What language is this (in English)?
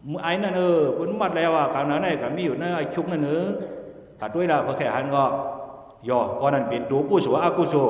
Shan